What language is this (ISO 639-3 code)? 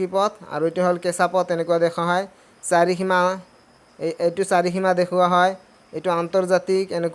asm